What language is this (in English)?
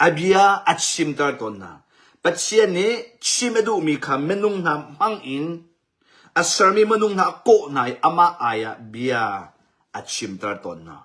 Hakha Chin